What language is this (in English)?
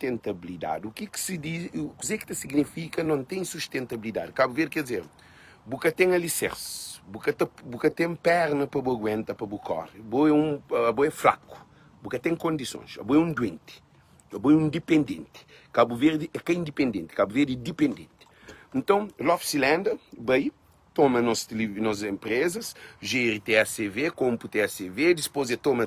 Kabuverdianu